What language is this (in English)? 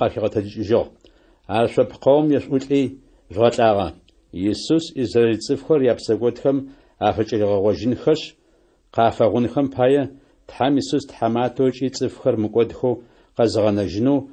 Adyghe